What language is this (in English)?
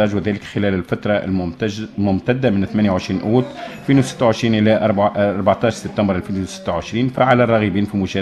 Tunisian Arabic